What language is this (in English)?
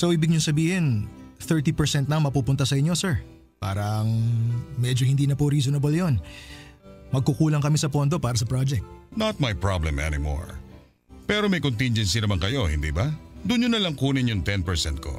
Filipino